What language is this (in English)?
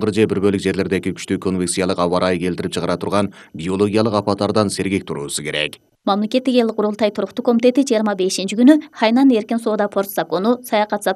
Kyrgyz